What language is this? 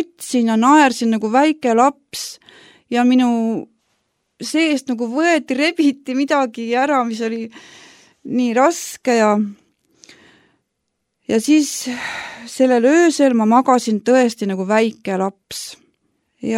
Estonian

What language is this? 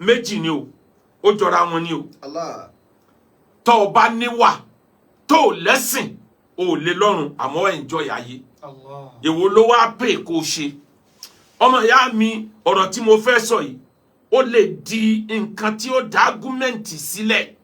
Yoruba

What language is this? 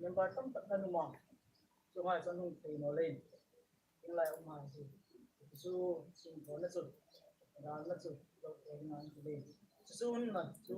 Hmar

